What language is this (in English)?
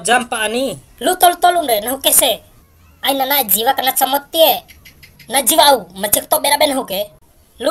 Bima